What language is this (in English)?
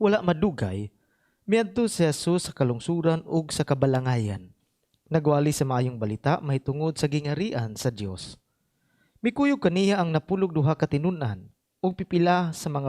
Cebuano